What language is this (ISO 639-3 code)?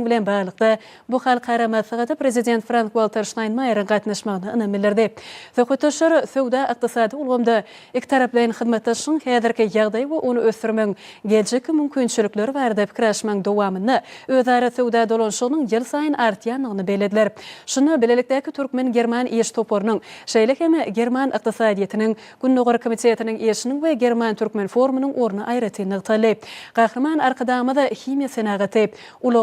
tuk